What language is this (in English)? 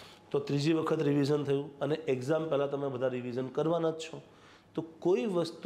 Gujarati